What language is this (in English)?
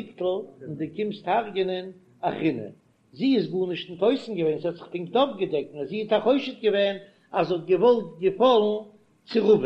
Yiddish